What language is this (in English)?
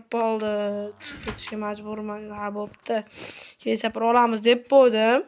Uzbek